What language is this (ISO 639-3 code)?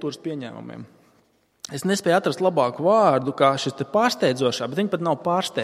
lav